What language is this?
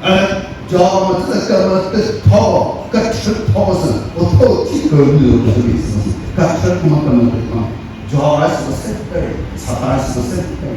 Chokri Naga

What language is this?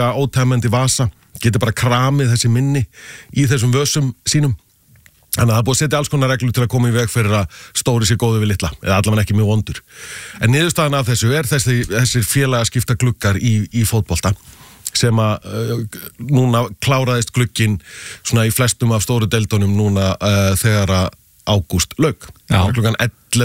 Icelandic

